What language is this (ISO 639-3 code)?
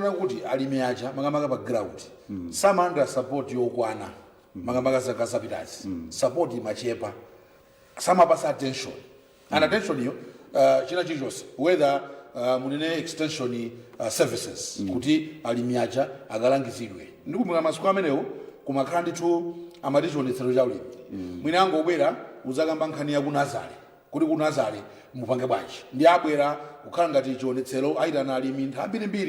nya